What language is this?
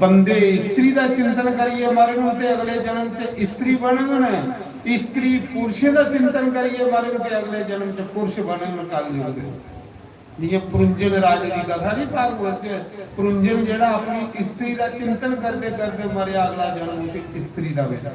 Dogri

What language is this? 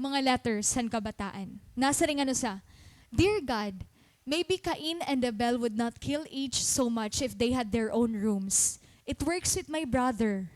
Waray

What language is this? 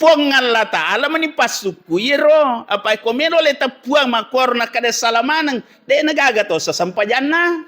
Buginese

